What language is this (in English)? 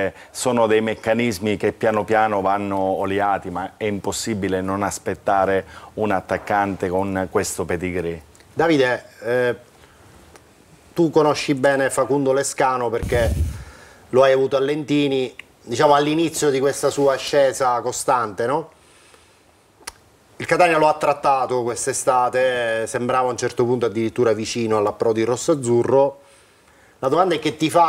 Italian